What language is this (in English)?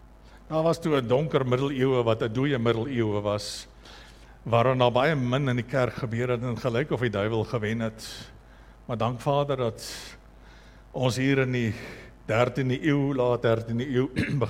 Afrikaans